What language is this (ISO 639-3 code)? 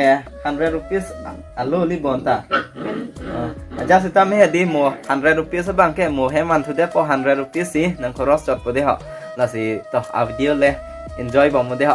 mjw